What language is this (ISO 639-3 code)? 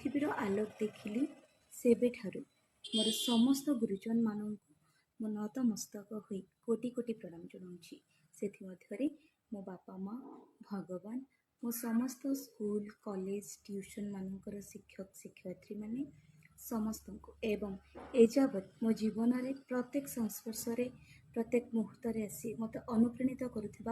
ori